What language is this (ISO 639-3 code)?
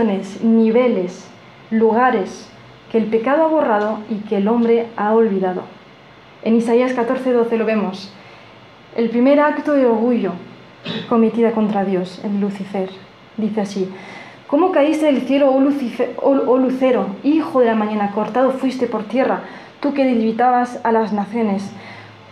spa